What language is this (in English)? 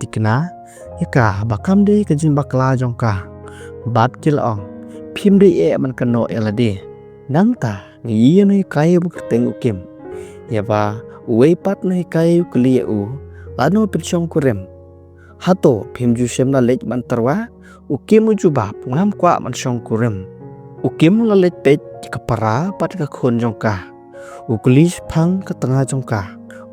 Khasi